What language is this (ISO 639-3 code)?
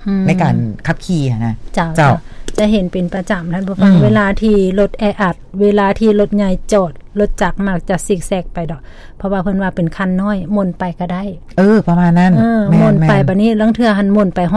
lao